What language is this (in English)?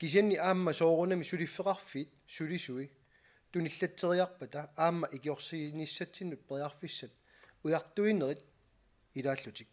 Kalaallisut